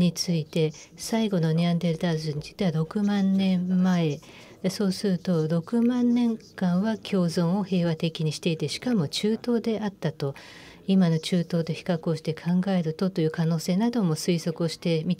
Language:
Japanese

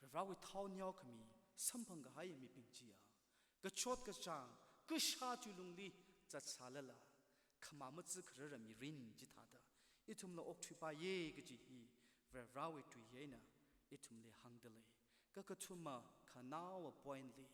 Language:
Tangkhul Naga (India)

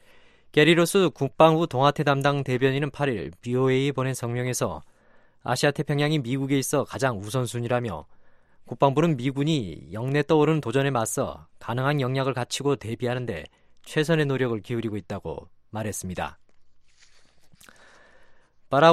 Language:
Korean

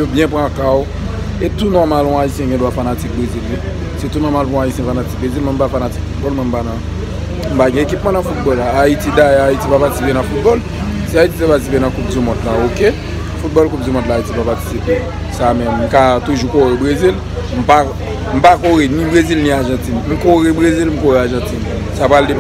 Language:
Haitian Creole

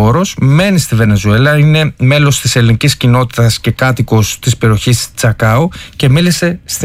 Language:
Greek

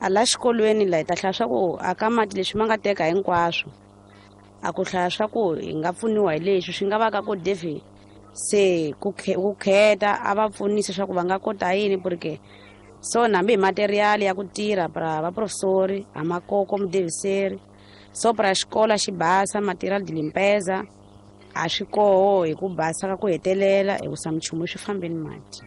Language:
Tsonga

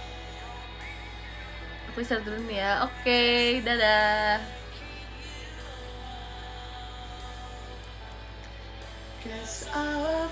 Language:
Indonesian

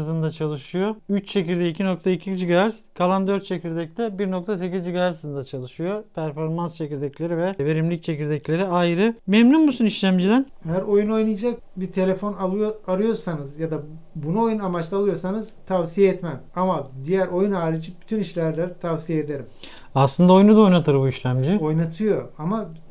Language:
Turkish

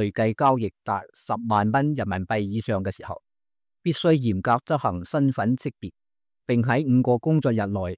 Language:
Cantonese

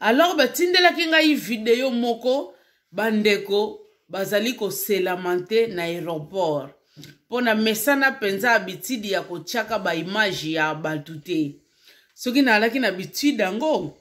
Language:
Lingala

